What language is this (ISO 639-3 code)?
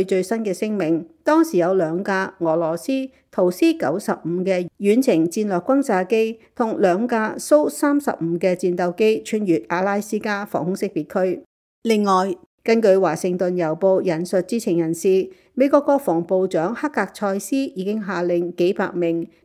yue